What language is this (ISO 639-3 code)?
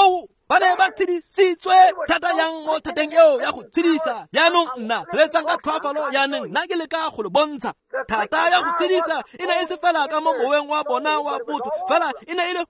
tsn